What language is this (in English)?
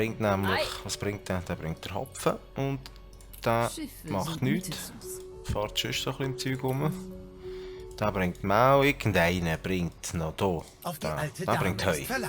Swiss German